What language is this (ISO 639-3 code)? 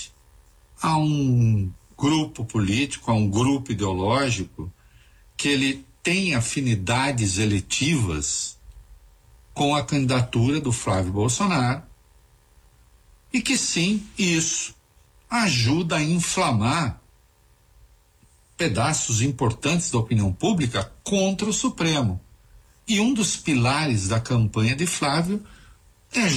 por